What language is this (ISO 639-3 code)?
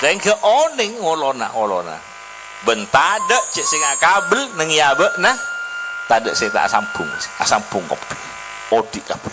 mad